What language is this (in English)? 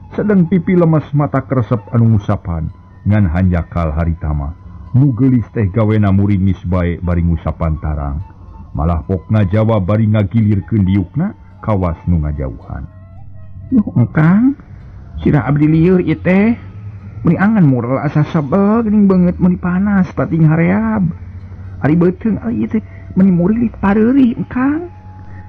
Sundanese